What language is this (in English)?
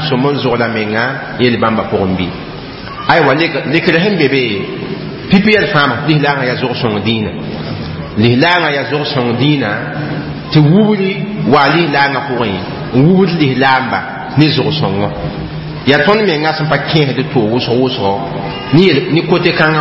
Mossi